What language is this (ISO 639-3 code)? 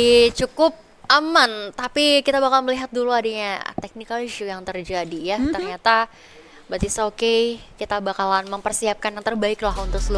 ind